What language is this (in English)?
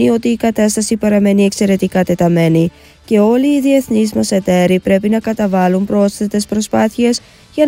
Greek